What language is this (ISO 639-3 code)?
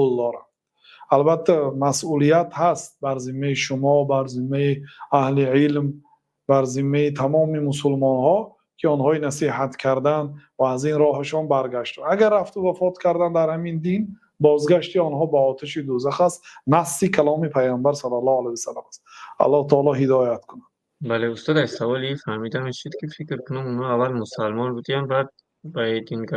tgk